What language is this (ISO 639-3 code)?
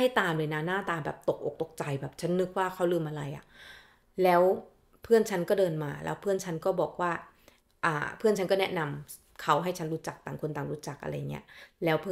tha